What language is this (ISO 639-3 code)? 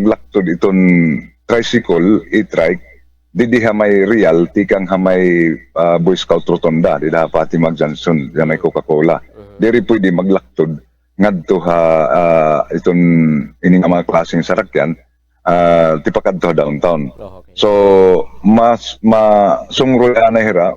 war